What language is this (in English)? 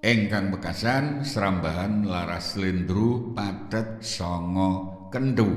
Javanese